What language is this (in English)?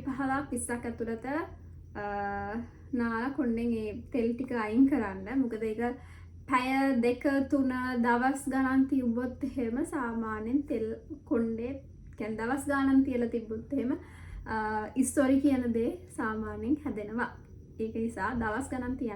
Sinhala